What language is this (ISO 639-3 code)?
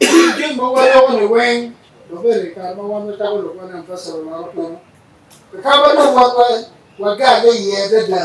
ach